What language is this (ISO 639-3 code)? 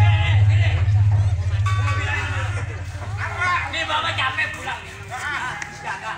bew